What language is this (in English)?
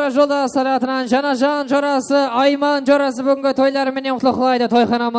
Kara-Kalpak